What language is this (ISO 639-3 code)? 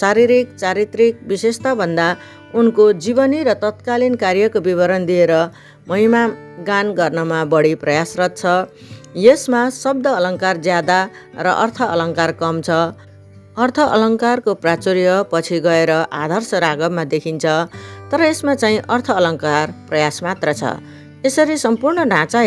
nep